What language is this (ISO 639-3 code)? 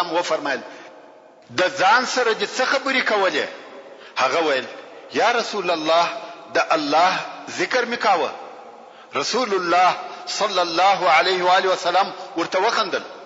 pus